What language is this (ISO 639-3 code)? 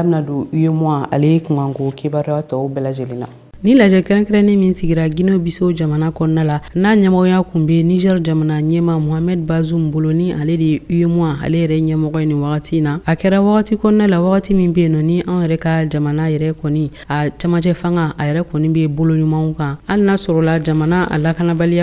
bam